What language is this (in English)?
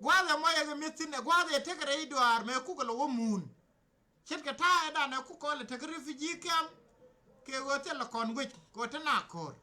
Nuer